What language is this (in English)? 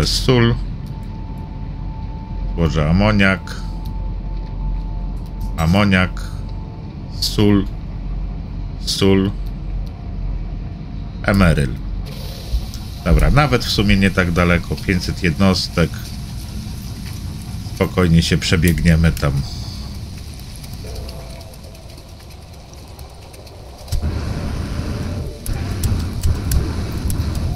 Polish